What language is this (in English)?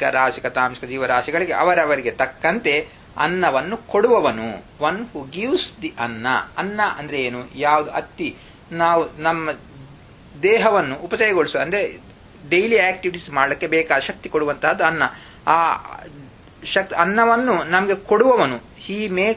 Kannada